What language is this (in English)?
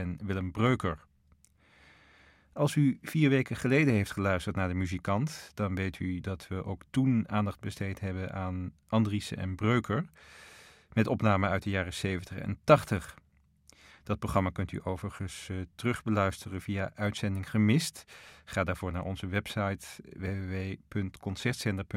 Dutch